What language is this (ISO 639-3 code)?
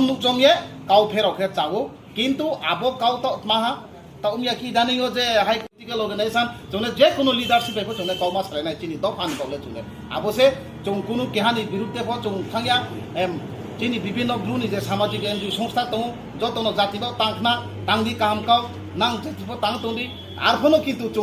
ria